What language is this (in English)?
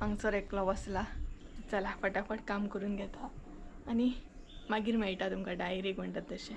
Konkani